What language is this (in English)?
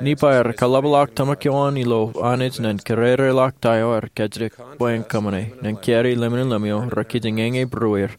Marshallese